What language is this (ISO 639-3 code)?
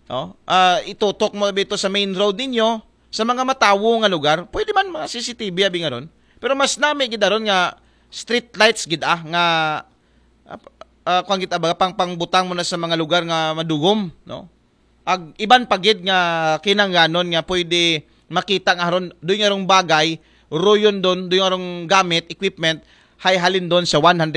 akl